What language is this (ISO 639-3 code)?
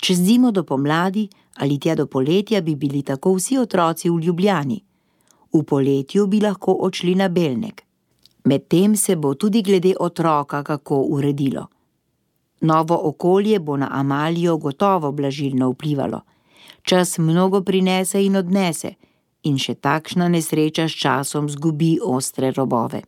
slv